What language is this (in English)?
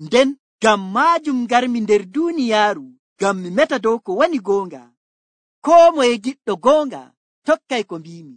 Nigerian Fulfulde